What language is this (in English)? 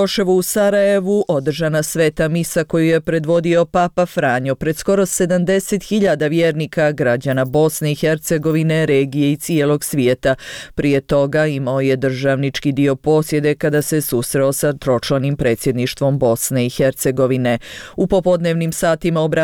Bosnian